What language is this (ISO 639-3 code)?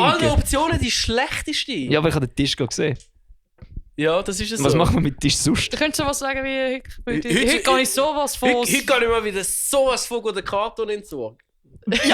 gsw